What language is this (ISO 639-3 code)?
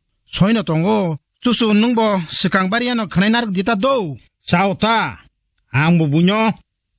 trp